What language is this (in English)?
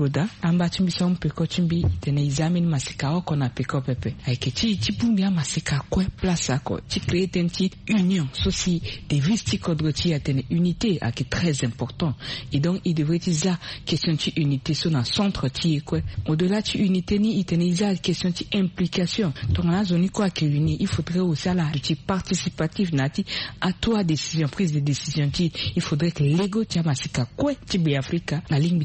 Sango